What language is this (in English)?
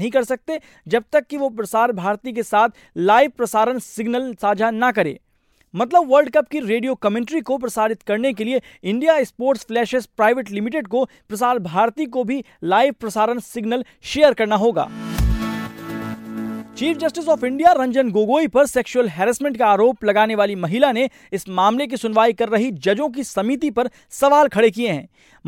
Hindi